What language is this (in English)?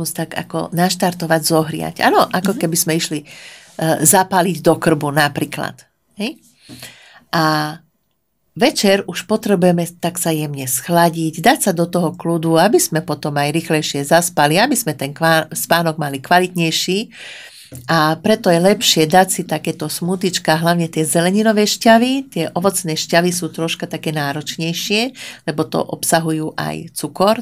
Slovak